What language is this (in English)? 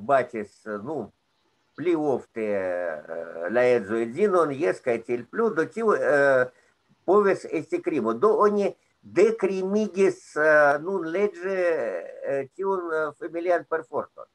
Esperanto